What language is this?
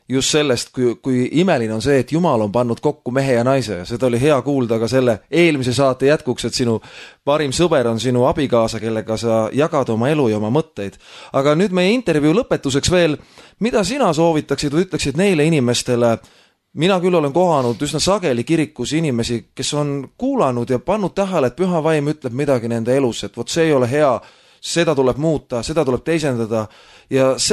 Estonian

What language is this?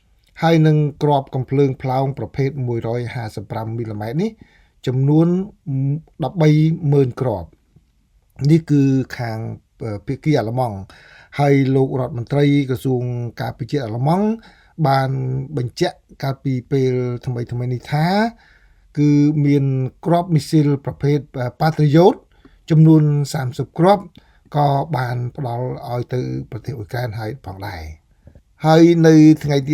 Khmer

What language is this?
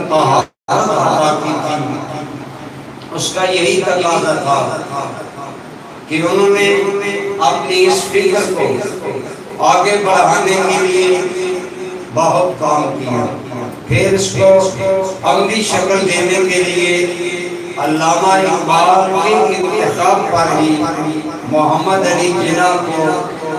Urdu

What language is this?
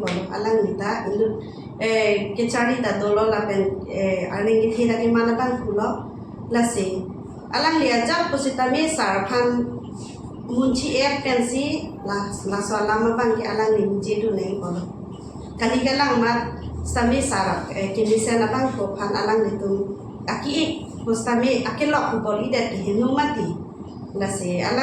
Karbi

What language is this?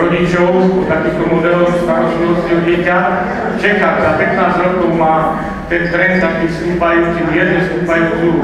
Slovak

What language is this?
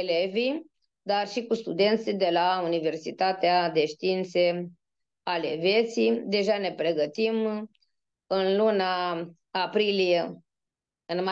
Romanian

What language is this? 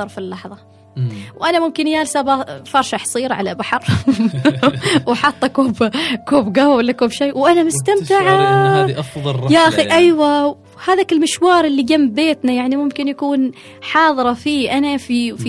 Gulf Arabic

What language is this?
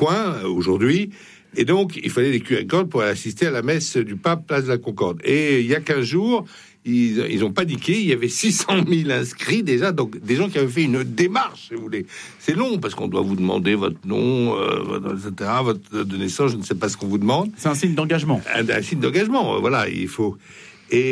French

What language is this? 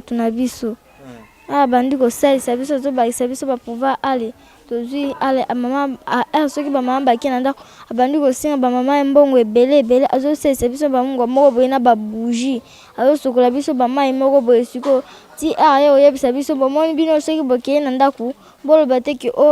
Lingala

